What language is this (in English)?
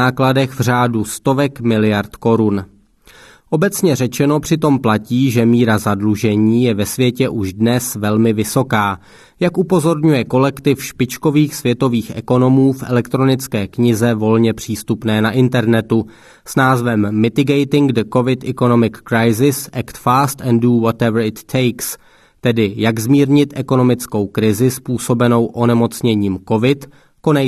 Czech